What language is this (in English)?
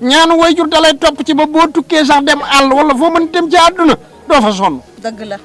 Wolof